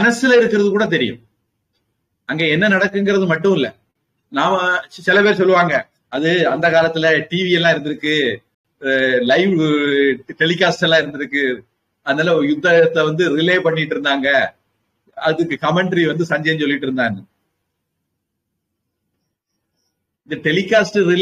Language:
Tamil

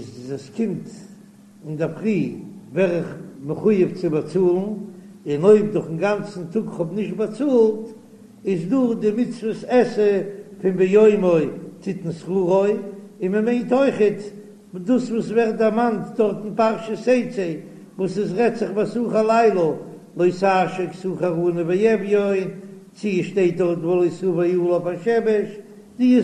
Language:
Yiddish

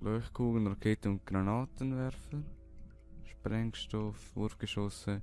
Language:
Swiss German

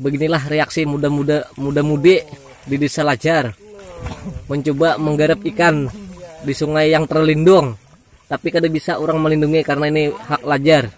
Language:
Banjar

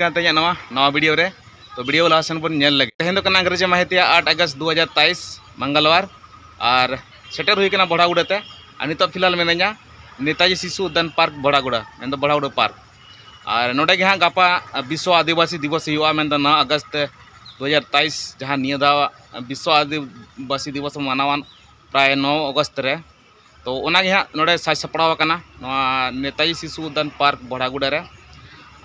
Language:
Santali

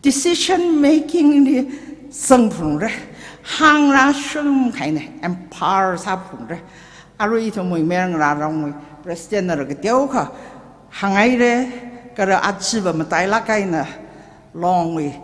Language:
Tangkhul Naga (India)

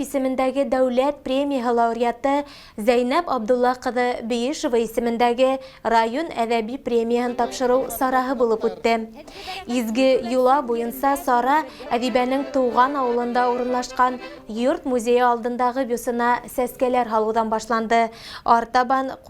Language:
Bashkir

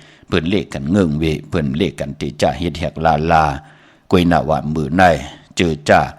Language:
Shan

